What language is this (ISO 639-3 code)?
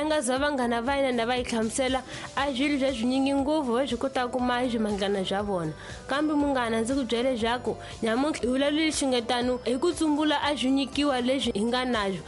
tso